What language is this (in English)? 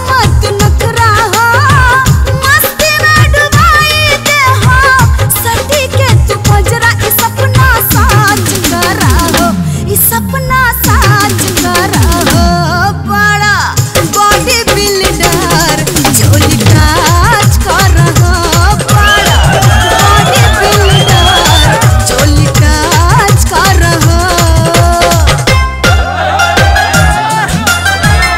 Bhojpuri